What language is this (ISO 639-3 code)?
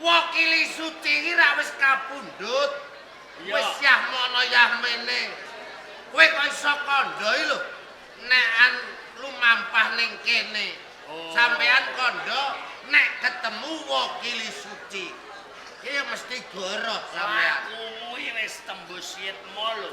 jav